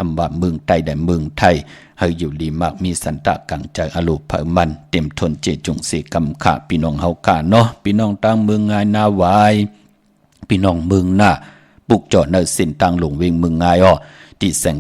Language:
Shan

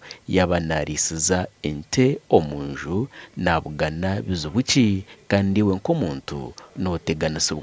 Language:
Nyankole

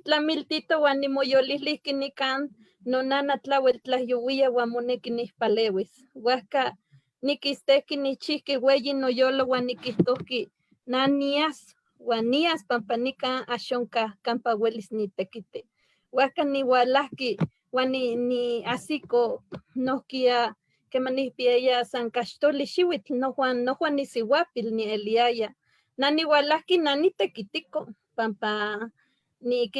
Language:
Eastern Huasteca Nahuatl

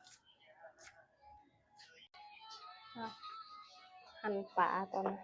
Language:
Lao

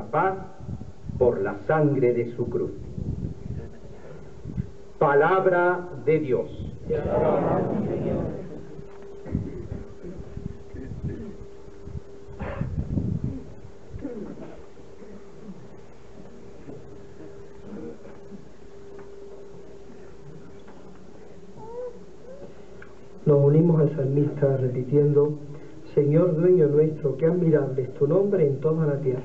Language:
Spanish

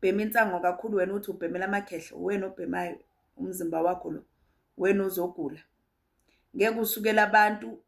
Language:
Zulu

